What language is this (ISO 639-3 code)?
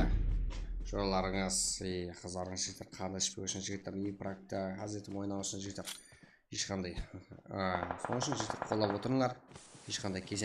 kaa